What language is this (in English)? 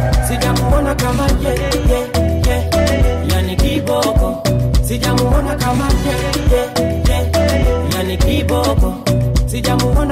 Swahili